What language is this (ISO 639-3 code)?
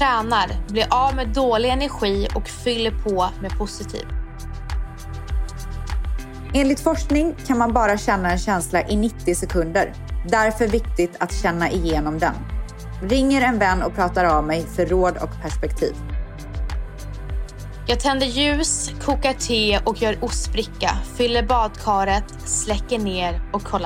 swe